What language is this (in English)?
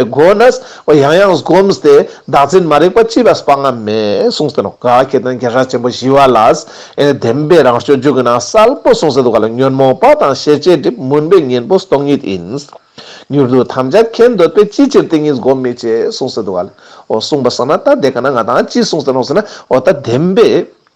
Ladakhi